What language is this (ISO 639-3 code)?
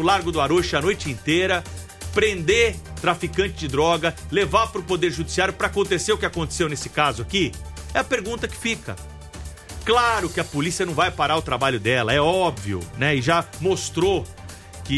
por